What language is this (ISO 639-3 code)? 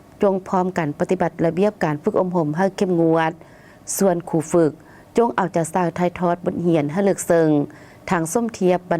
lao